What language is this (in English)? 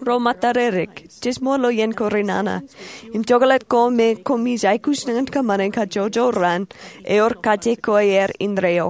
Marshallese